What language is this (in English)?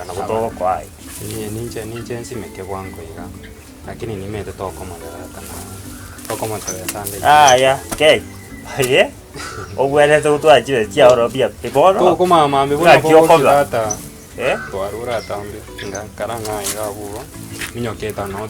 Gusii